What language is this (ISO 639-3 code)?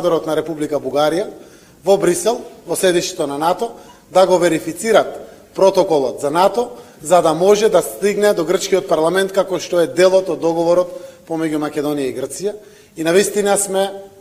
mkd